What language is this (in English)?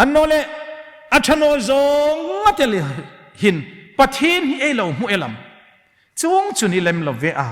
Hmar